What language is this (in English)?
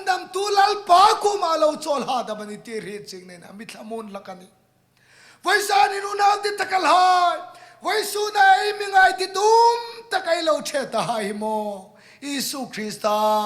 Hmar